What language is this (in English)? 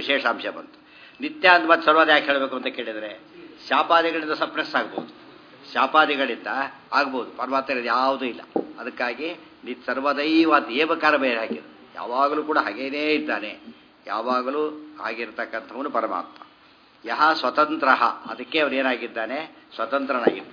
Kannada